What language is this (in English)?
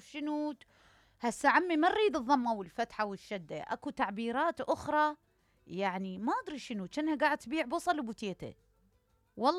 Mesopotamian Arabic